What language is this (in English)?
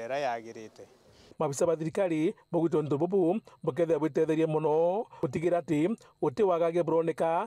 Meru